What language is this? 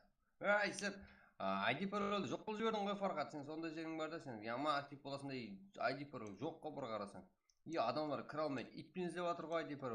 Kara-Kalpak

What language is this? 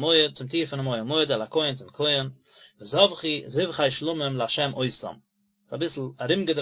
Yiddish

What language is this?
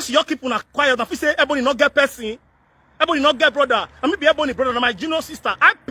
Nigerian Pidgin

